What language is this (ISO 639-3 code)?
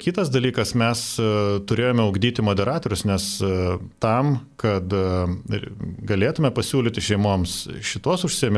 lit